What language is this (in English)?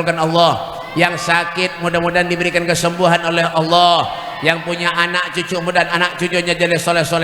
Banjar